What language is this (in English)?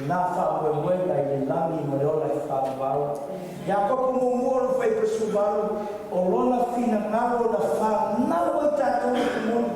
Samoan